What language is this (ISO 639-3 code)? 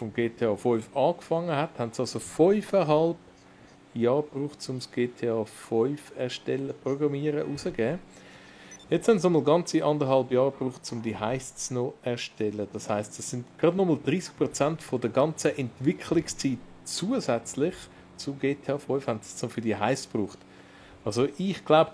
gsw